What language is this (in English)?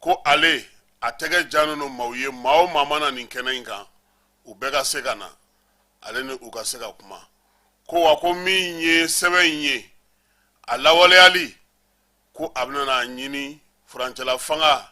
Bambara